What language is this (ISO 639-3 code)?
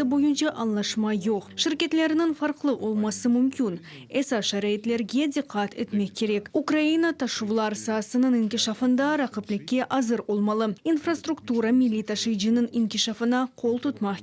crh